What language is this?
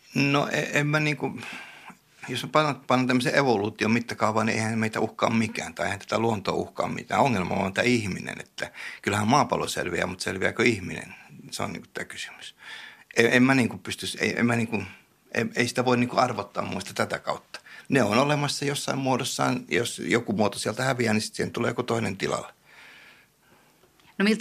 Finnish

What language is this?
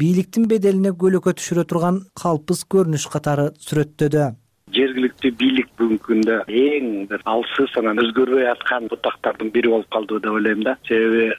Kyrgyz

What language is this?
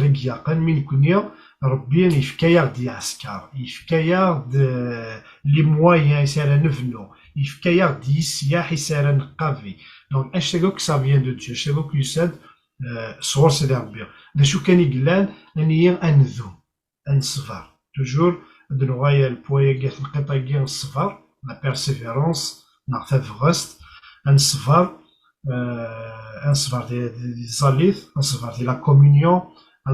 Kabyle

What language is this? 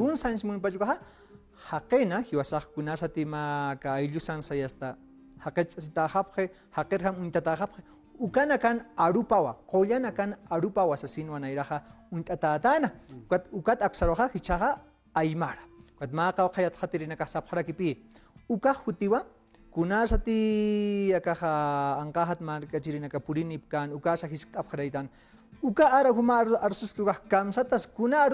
Aymara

